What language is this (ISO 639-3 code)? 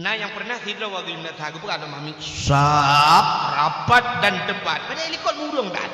ace